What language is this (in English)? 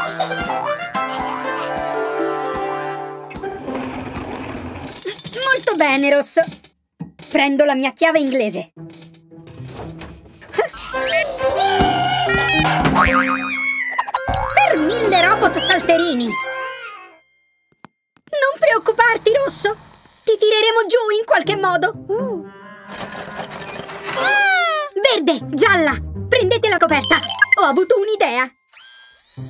Italian